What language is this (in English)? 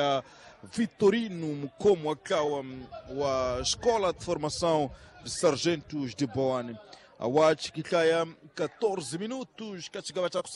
Tsonga